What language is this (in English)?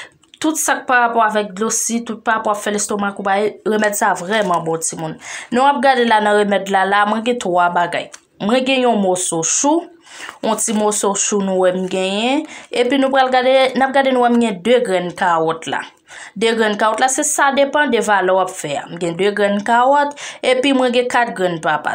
Haitian Creole